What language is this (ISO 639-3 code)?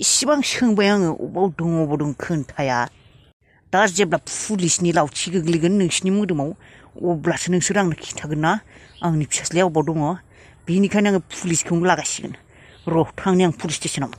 brx